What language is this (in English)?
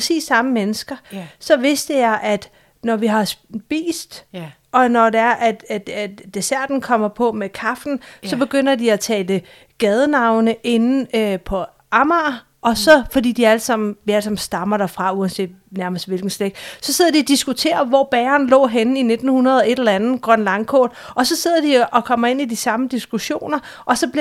Danish